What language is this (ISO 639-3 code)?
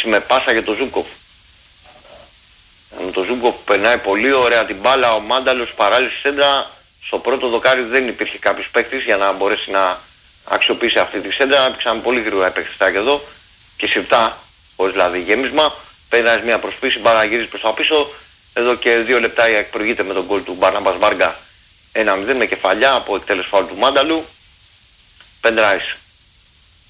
ell